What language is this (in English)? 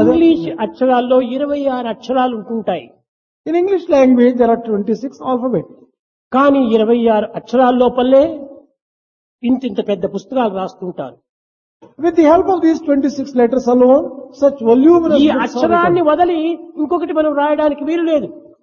Telugu